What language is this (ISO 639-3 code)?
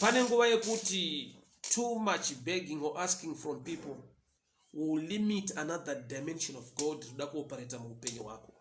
sna